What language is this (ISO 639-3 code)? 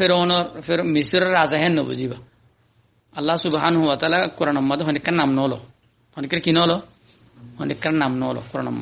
rhg